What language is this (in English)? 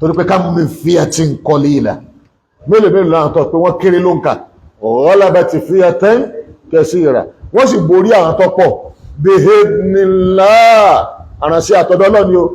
Yoruba